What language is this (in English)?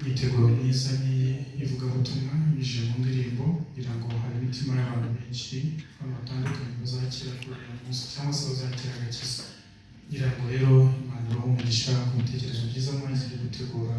Kinyarwanda